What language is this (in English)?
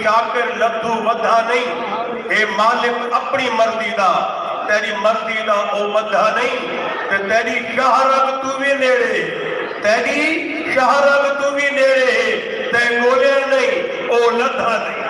Saraiki